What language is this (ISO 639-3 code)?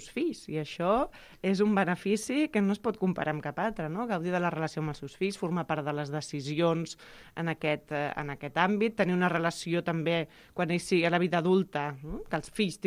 cat